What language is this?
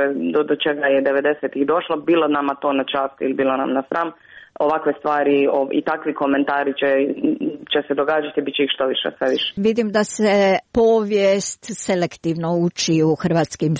Croatian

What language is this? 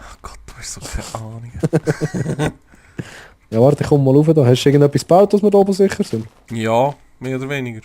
Swiss German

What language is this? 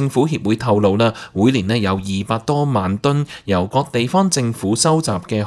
Cantonese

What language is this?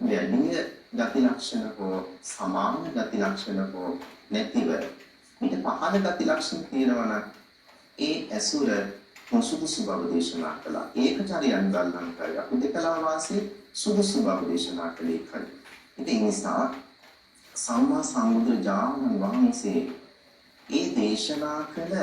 Sinhala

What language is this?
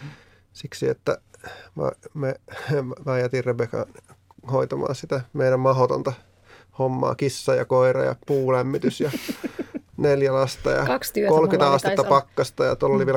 Finnish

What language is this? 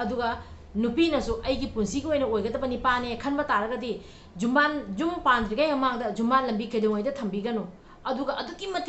Manipuri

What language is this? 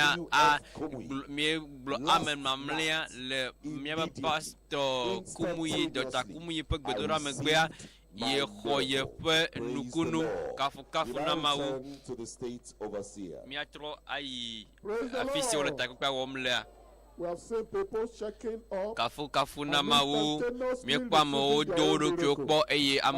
Ewe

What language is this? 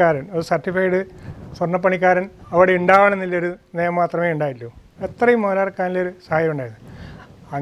Malayalam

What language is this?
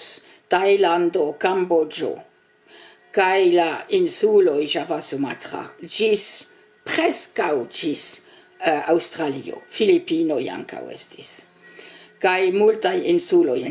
Esperanto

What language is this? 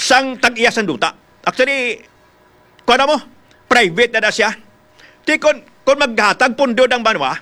Hiligaynon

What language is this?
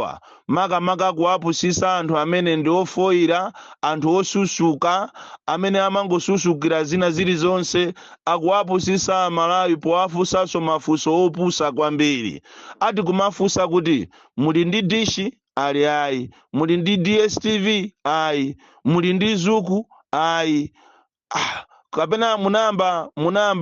Nyanja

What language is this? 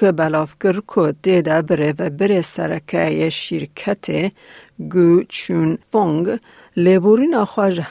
Kurdish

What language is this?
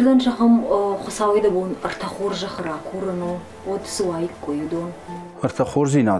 Ossetic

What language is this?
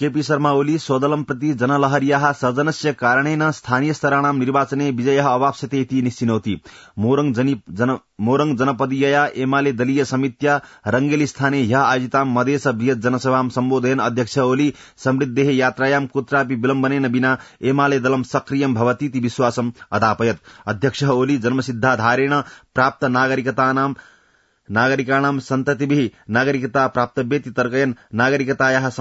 Sanskrit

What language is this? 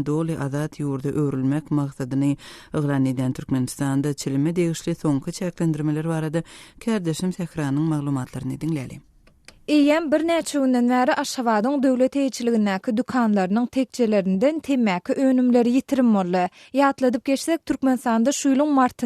Turkmen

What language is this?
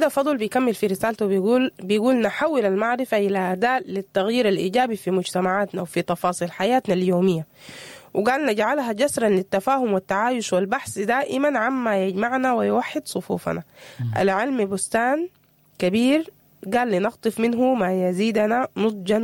Sudanese Arabic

